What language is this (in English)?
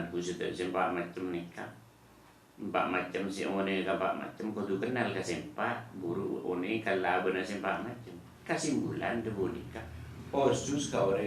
Madurese